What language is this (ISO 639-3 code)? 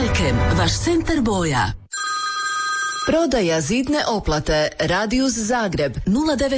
hrv